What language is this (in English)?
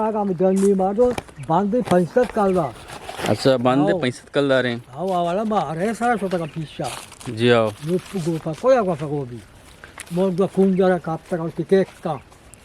Eastern Balochi